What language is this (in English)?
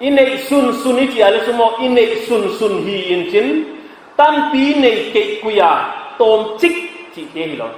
Paite Chin